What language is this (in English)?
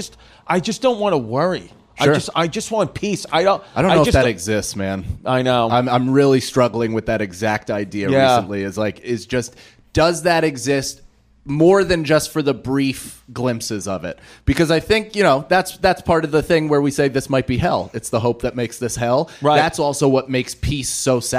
English